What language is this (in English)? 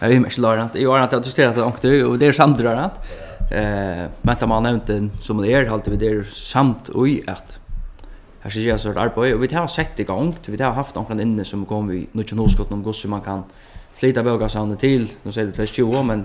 Faroese